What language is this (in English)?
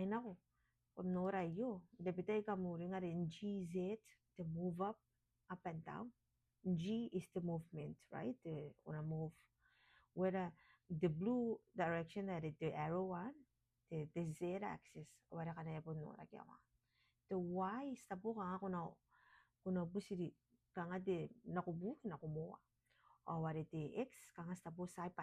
Gilbertese